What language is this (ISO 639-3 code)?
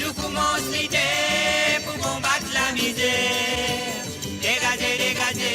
mfe